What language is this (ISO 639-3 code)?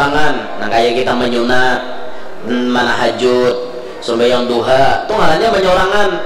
bjn